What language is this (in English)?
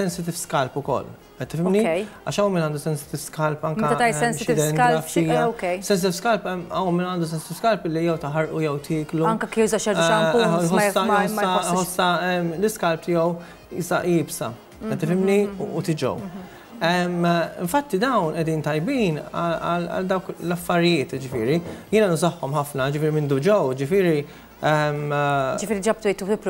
Maltese